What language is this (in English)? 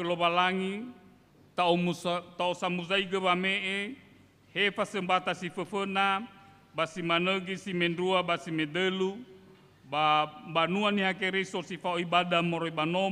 Nias